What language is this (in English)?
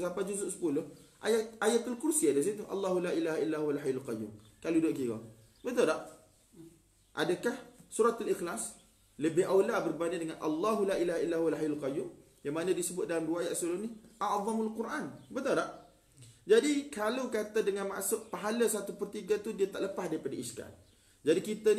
Malay